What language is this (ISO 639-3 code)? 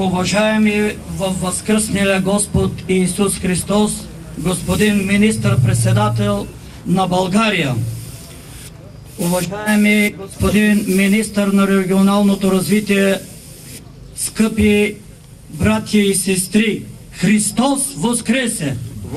bul